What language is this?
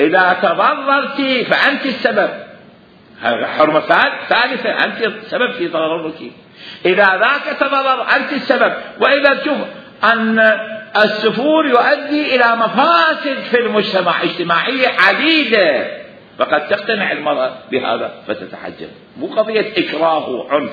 Mesopotamian Arabic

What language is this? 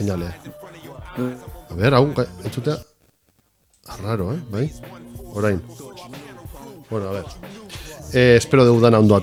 Basque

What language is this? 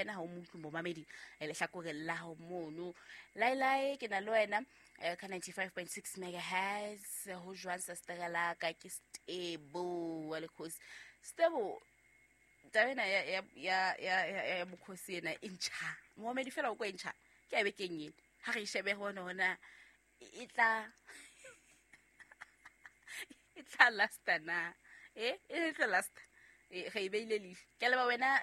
Southern Sotho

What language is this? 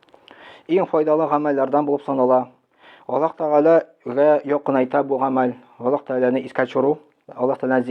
Tatar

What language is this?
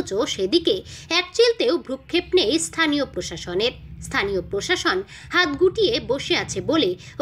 Bangla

